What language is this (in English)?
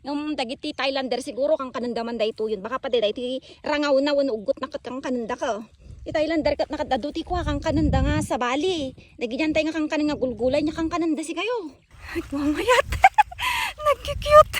Iloko